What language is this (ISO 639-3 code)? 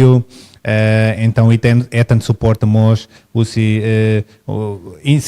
tet